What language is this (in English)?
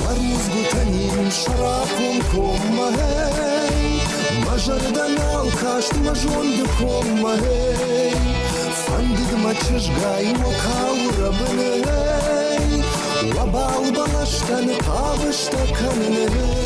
Ossetic